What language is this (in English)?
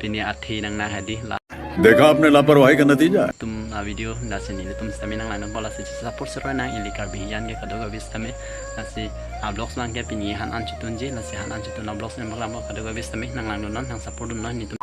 Karbi